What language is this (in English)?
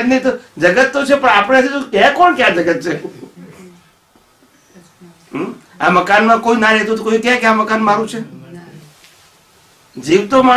Gujarati